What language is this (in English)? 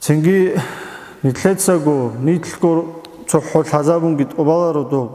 Avaric